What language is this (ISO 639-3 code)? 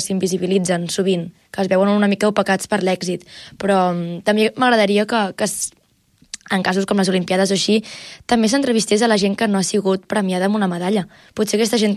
cat